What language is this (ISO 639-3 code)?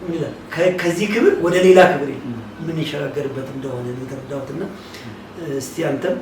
amh